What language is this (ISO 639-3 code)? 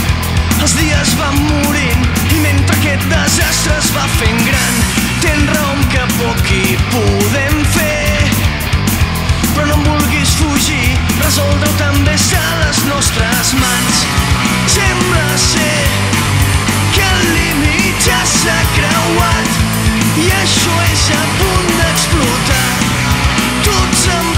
cat